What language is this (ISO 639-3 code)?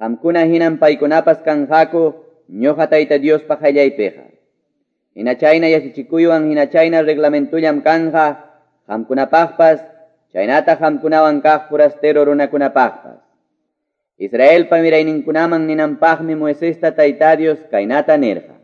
que